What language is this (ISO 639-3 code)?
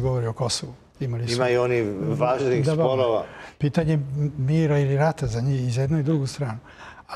srp